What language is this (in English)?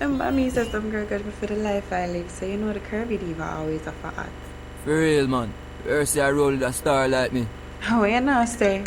Jamaican Creole English